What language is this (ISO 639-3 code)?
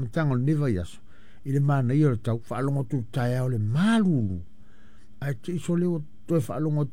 smo